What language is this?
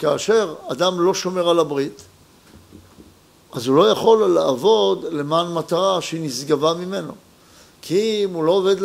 Hebrew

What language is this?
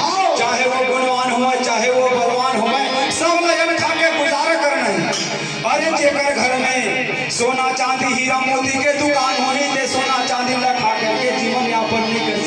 Chhattisgarhi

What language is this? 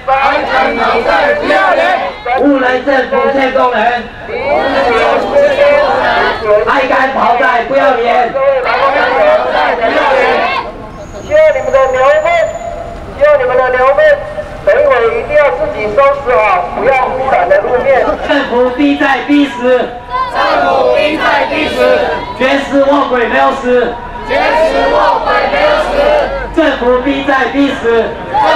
Chinese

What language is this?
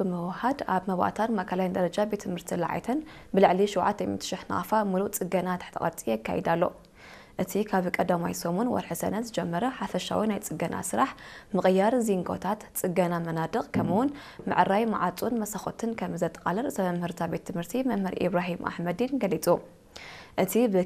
Tigrinya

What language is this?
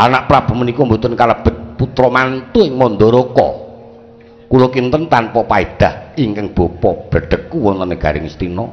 Javanese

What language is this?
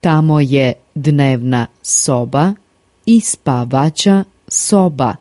Serbian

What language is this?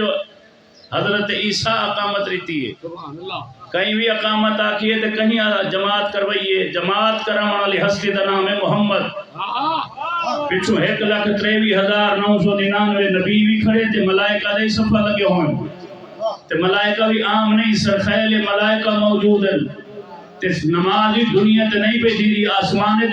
Saraiki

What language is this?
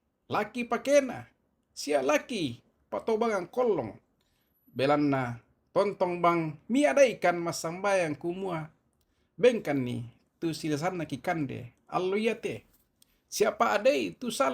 Toraja-Sa'dan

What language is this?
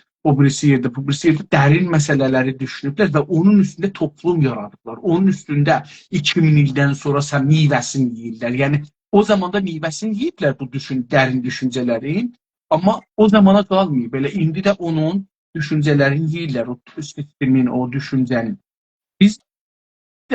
South Azerbaijani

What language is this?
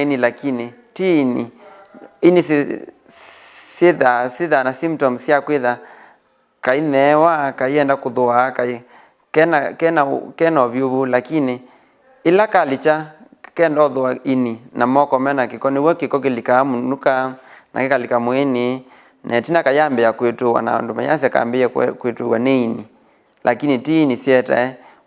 Kamba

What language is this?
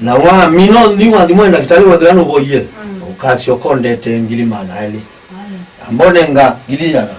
Kamba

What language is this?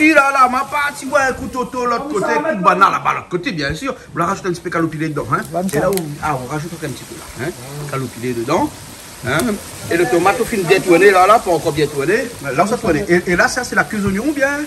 Réunion Creole French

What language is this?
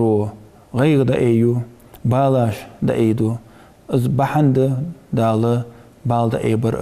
Ingush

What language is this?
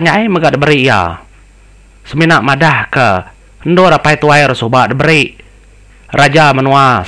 Iban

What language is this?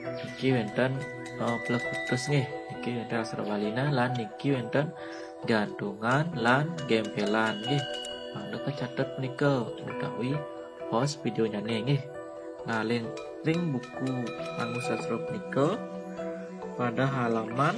Balinese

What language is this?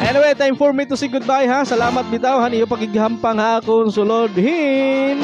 Waray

